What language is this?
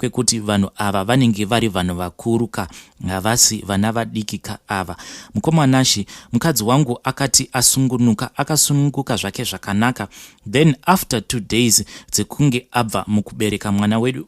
Shona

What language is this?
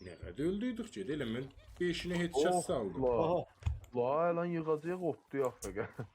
South Azerbaijani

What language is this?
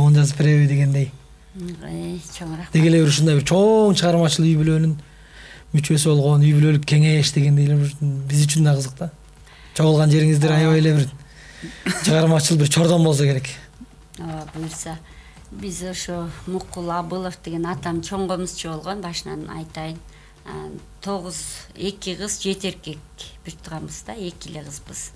Kyrgyz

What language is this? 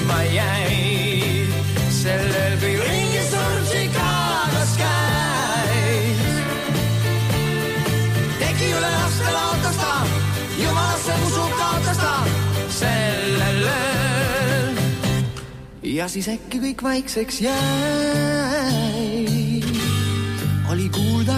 Estonian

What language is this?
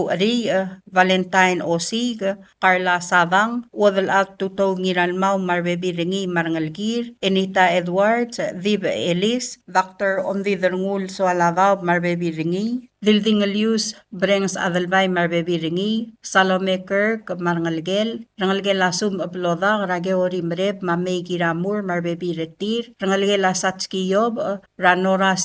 Palauan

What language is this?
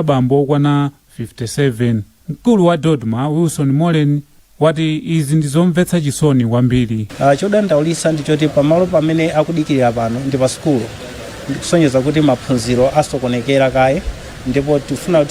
Nyanja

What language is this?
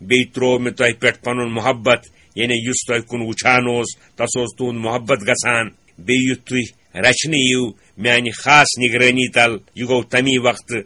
Kashmiri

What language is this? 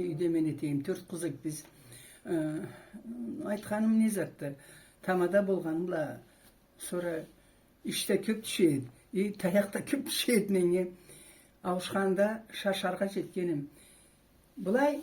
Karachay-Balkar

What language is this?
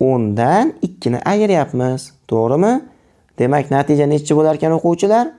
Uzbek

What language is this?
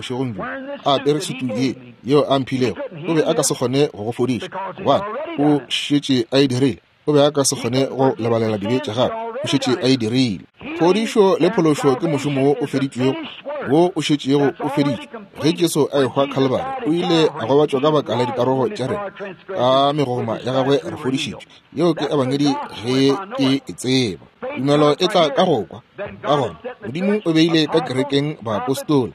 Northern Sotho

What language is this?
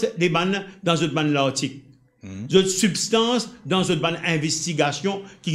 Morisyen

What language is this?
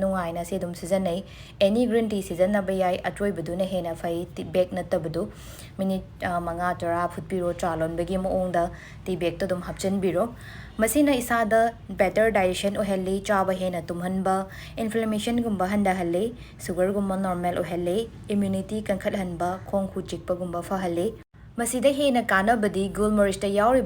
Manipuri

